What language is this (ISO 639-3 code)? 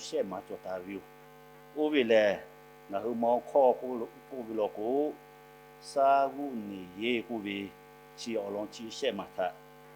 lhu